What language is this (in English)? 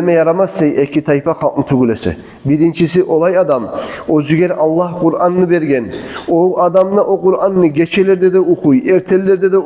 Kumyk